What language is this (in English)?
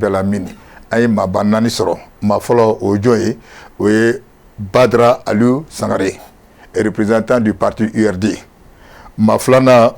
Bambara